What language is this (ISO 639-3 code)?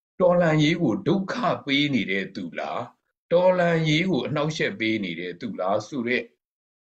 mya